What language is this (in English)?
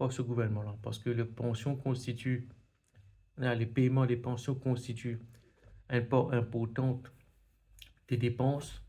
Morisyen